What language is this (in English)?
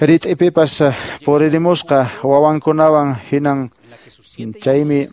Quechua